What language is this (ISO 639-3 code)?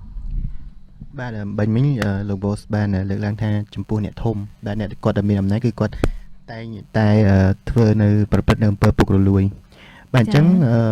khm